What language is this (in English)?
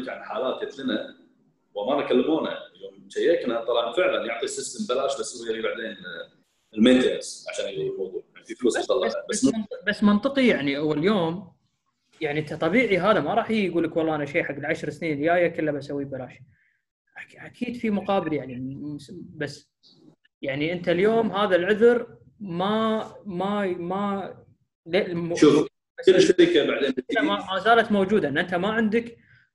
Gulf Arabic